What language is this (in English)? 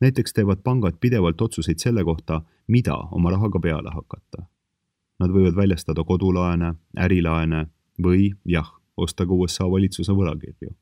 Estonian